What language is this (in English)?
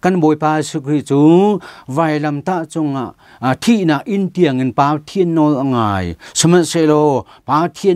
Hakha Chin